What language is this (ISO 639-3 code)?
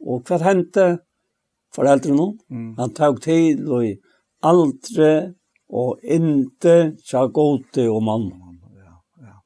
fao